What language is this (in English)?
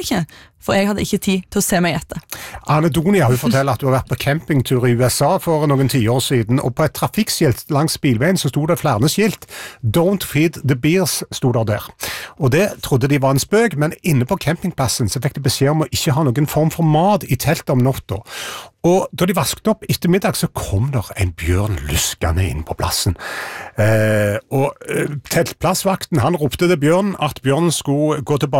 Norwegian